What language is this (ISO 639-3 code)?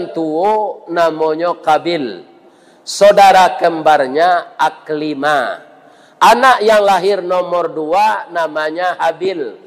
min